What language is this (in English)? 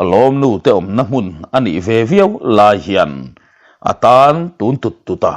Mizo